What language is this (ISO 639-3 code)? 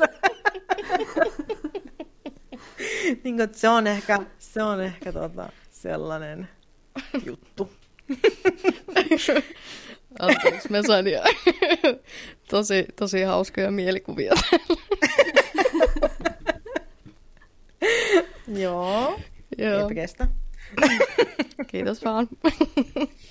fin